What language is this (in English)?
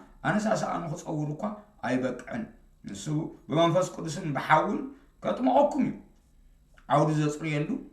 Tigrinya